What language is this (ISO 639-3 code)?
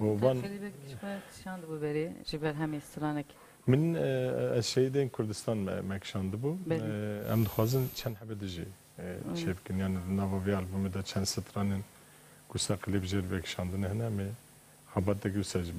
kur